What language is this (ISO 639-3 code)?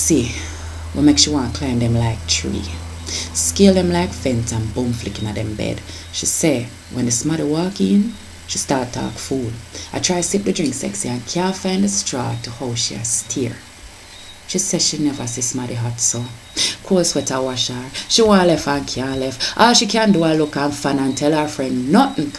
jam